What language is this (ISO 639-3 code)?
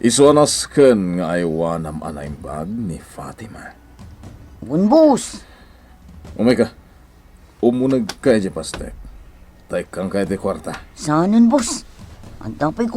ilo